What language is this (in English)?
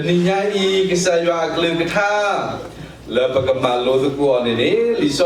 S'gaw Karen